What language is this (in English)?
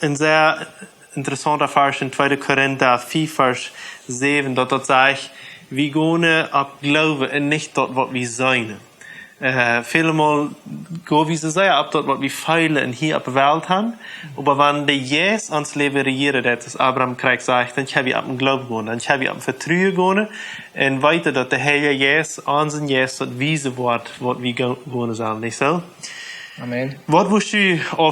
Plautdietsch